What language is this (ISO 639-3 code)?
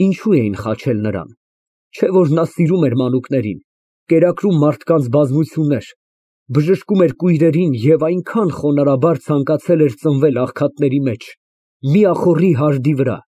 hye